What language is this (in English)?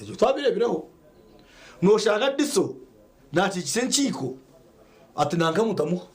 Nyankole